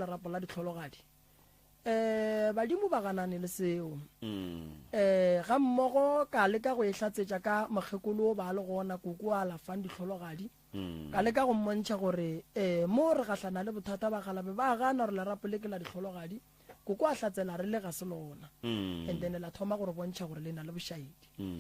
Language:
Northern Sotho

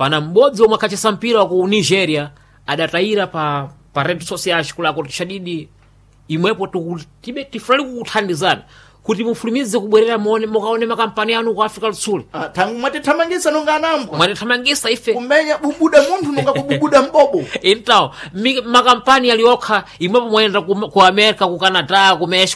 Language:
Sena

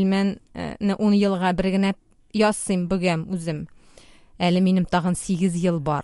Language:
Tatar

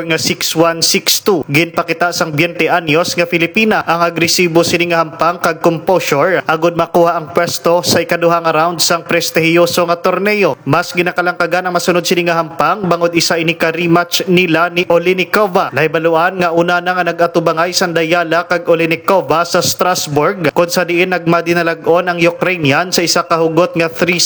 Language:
Hiligaynon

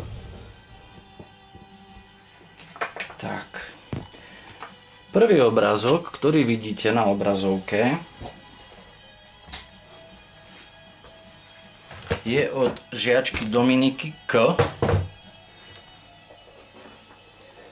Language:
Slovak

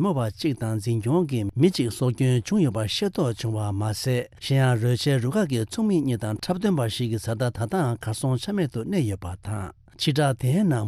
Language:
Tibetan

